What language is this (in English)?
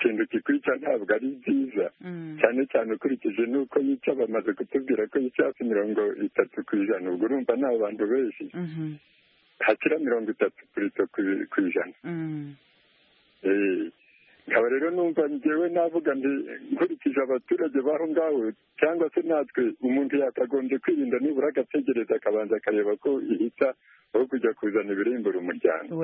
Kinyarwanda